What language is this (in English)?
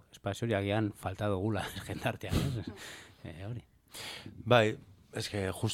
Basque